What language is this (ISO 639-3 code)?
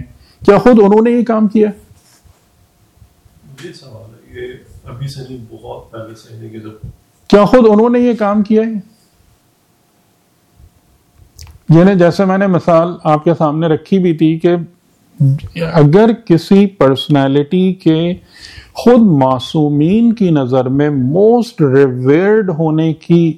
urd